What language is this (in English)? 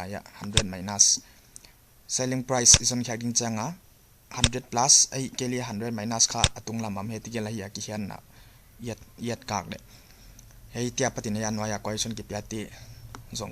Paite Chin